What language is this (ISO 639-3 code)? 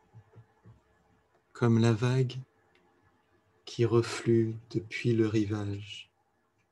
fra